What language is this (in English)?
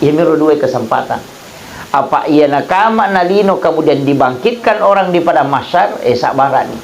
Buginese